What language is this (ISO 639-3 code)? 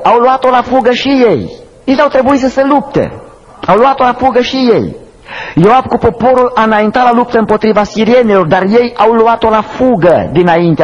ron